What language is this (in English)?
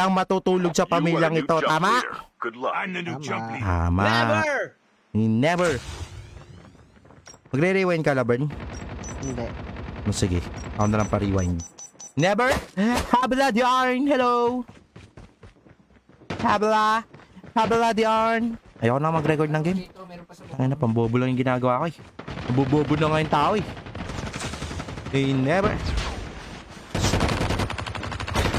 Filipino